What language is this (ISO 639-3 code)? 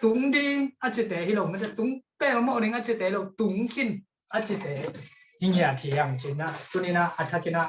ctd